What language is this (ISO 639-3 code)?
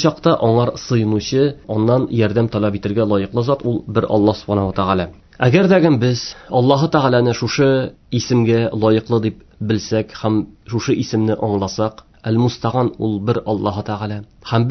tat